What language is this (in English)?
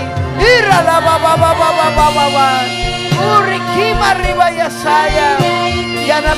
Ayacucho Quechua